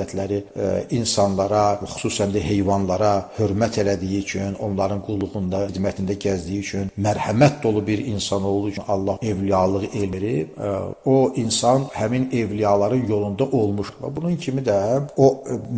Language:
Azerbaijani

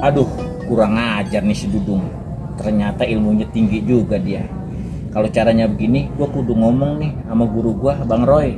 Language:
Betawi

